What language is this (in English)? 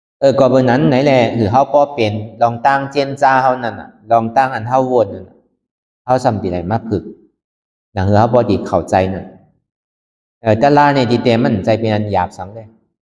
Shan